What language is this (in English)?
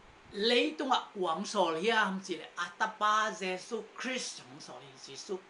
Tedim Chin